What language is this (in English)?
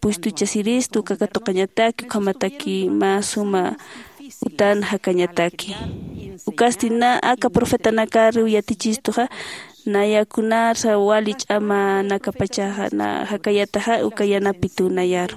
Aymara